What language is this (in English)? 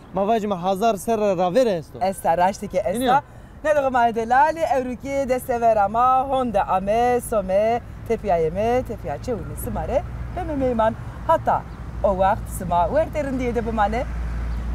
Zaza